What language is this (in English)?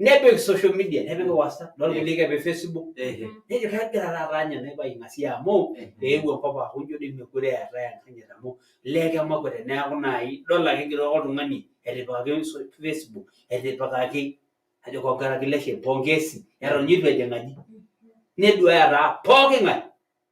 Masai